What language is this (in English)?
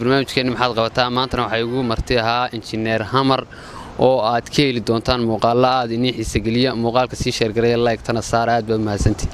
Somali